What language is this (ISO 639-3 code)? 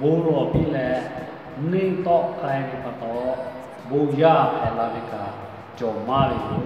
lhu